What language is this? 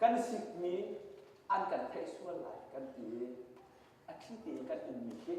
Hakha Chin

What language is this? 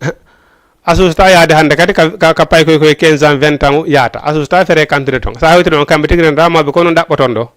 Fula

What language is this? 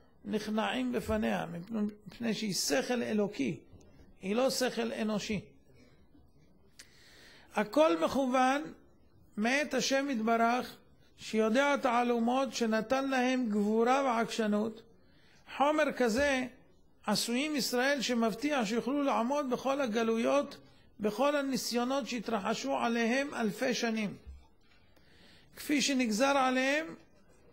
Hebrew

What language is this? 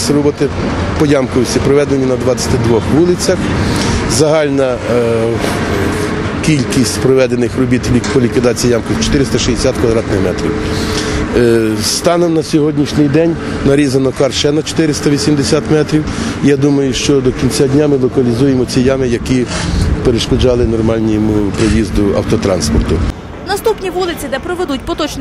Ukrainian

